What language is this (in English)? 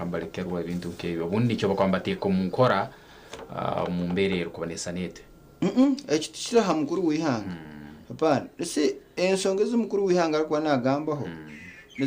Nyankole